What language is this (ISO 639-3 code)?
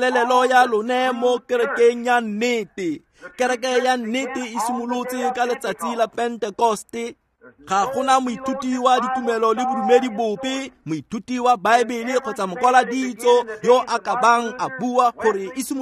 tsn